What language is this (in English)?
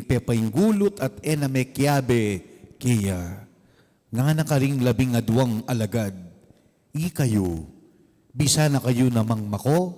Pampanga